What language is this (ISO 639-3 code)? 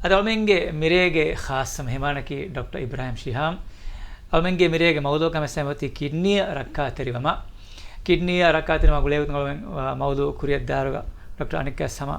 div